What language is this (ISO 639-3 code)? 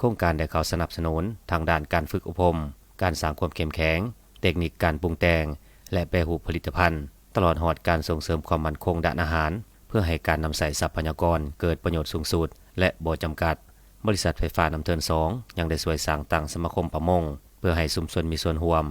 lao